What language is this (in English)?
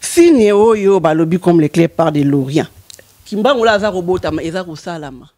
Lingala